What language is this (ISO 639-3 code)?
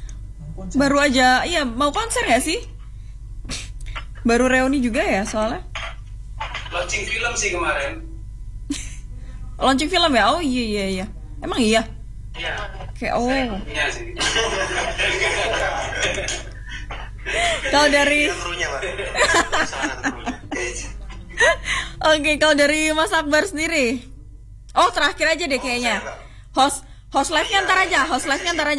ind